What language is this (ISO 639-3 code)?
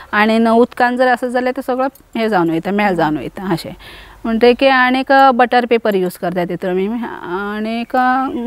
kok